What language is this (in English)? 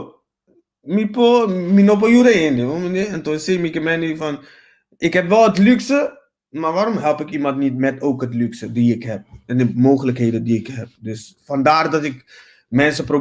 Papiamento